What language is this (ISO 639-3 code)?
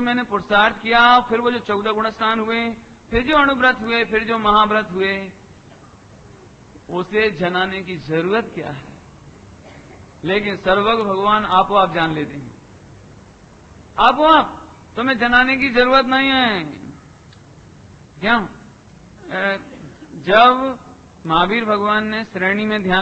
hin